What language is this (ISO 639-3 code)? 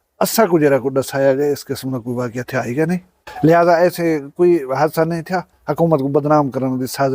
skr